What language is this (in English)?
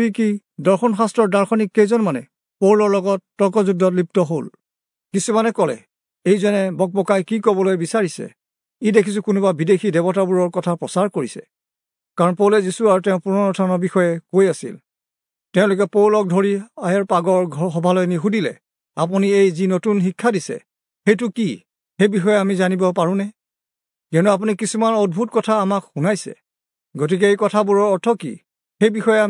Assamese